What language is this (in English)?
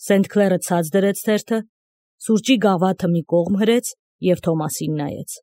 Armenian